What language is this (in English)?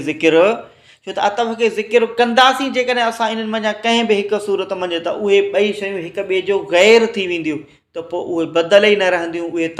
Sindhi